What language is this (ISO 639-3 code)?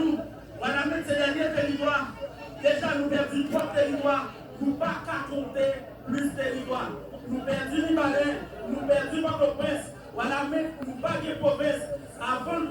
hat